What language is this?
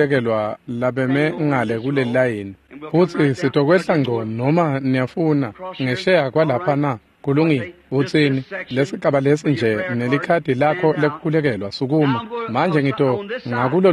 Swati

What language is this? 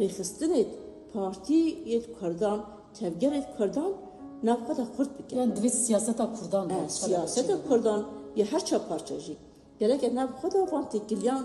Kurdish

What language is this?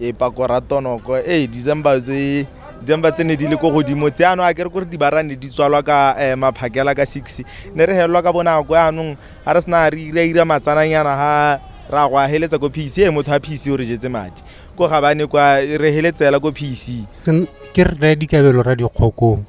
Tswana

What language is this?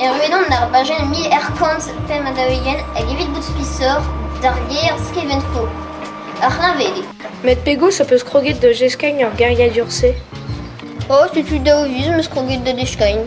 Breton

